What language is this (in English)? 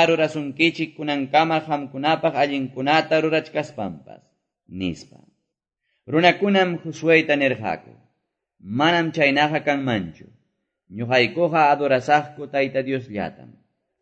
Quechua